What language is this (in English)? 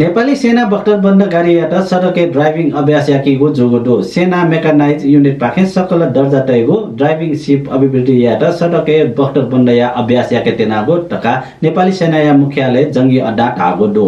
Newari